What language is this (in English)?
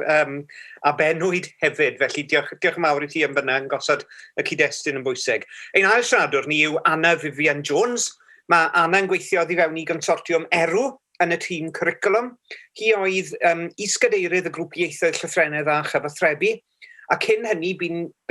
Welsh